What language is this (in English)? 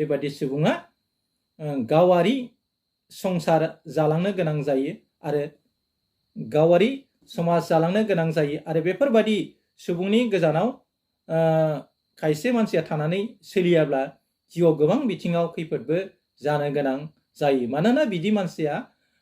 Bodo